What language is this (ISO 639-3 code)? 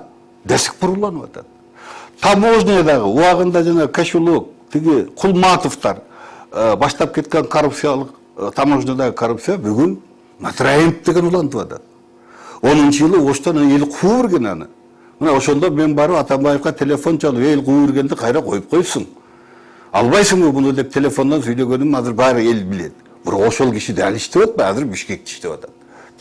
kir